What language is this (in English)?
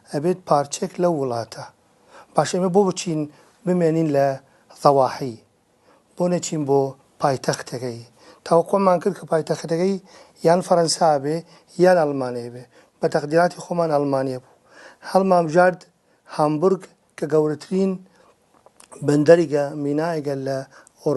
Kurdish